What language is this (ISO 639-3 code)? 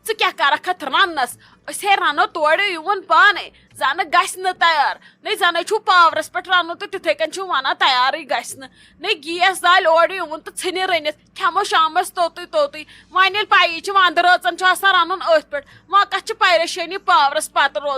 kas